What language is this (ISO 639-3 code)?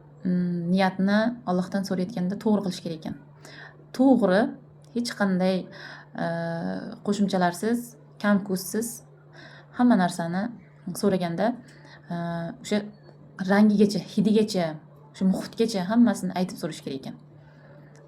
uzb